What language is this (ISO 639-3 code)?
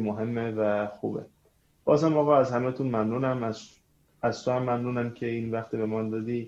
fas